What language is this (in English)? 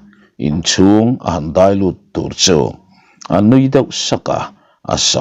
Mizo